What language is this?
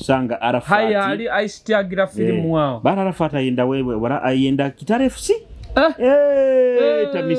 Nyoro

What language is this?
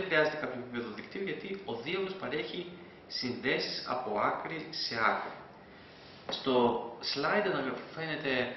Greek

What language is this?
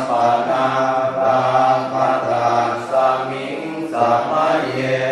Pali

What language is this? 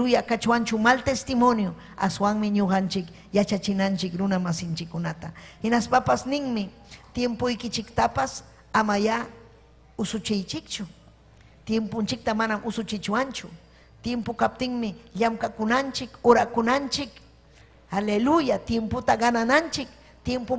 Ayacucho Quechua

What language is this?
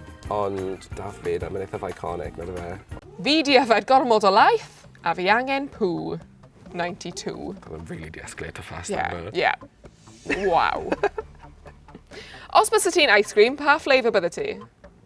Welsh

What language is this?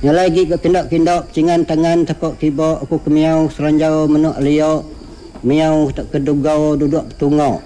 Iban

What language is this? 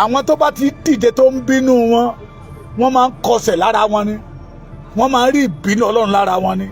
Yoruba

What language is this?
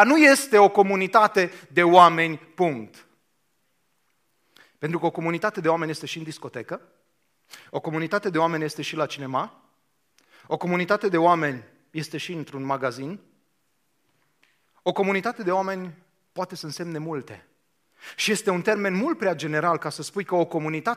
Romanian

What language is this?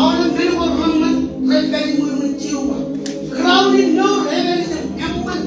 Marshallese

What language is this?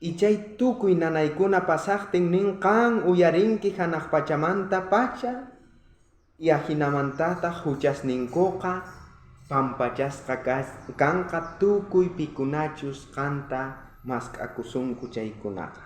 South Bolivian Quechua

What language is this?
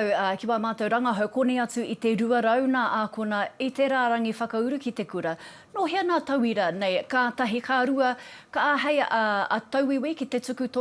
Māori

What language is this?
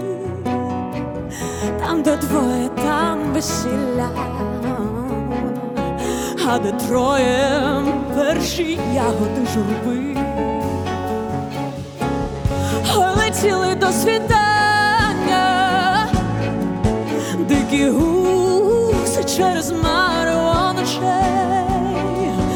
Ukrainian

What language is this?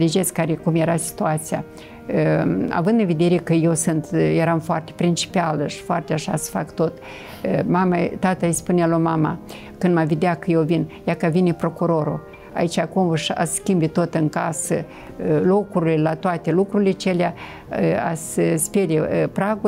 Romanian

